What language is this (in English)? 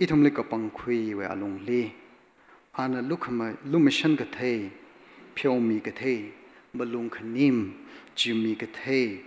Tangkhul Naga (India)